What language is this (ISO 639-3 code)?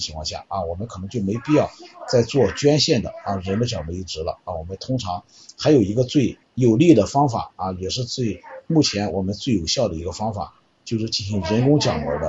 zho